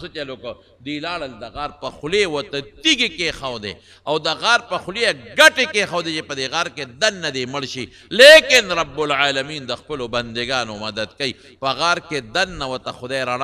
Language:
Pashto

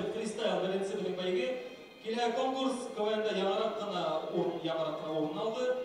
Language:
Bashkir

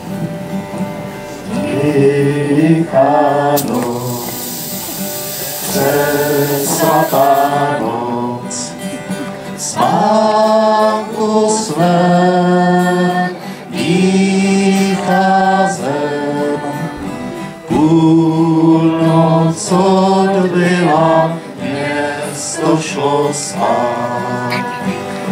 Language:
Czech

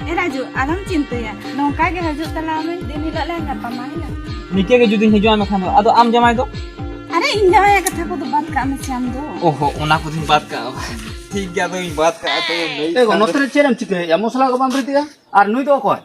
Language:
Santali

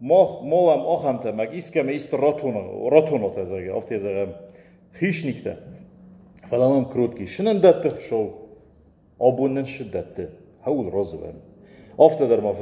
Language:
Ossetic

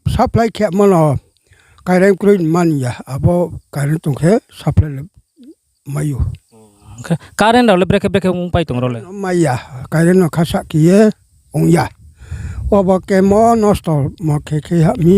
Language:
Riang (India)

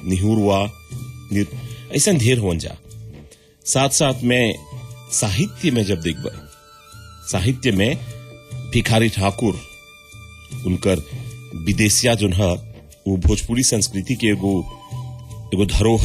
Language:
Bhojpuri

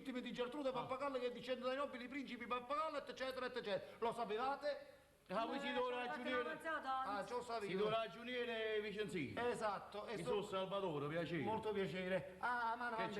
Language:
Neapolitan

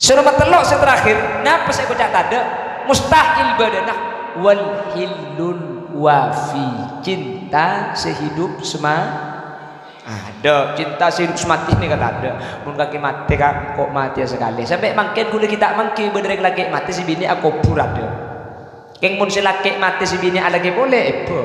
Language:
Madurese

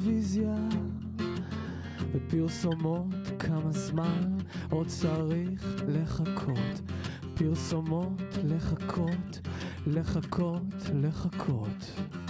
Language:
Hebrew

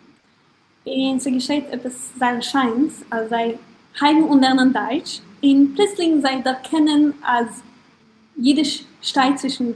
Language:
Yiddish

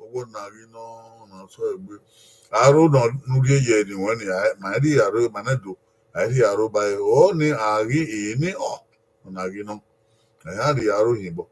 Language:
Bini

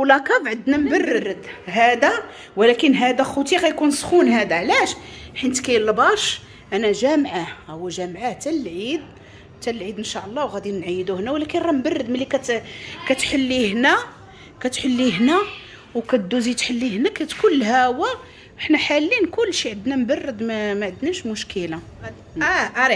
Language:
Moroccan Arabic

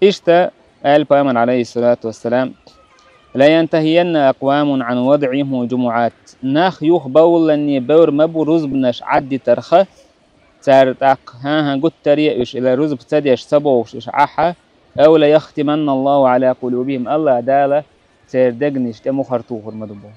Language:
Chechen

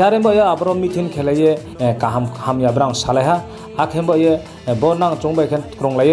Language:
Riang (India)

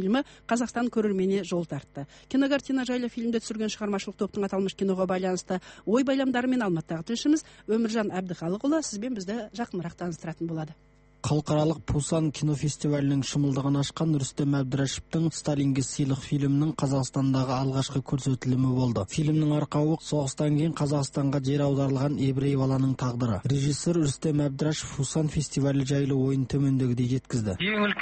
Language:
Kazakh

